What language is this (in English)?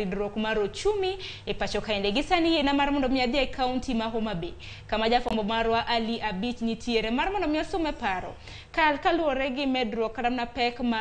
Luo (Kenya and Tanzania)